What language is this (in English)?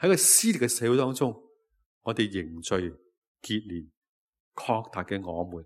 Cantonese